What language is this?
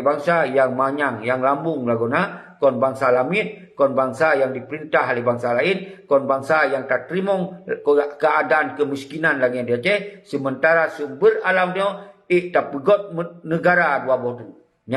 Achinese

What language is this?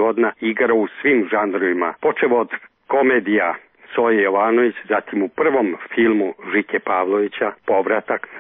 Serbian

